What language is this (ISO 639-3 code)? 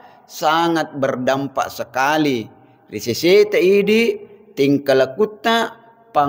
bug